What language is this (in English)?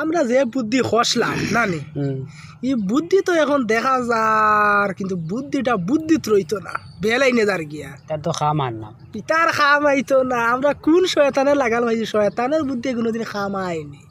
Sylheti